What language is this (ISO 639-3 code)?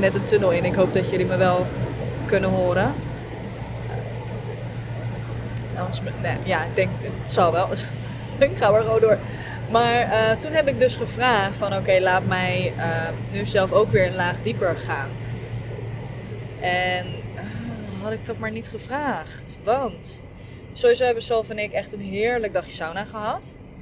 nld